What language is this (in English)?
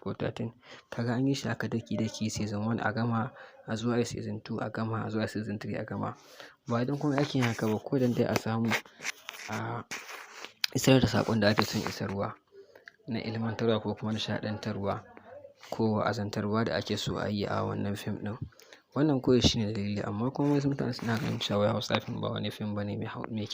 Hausa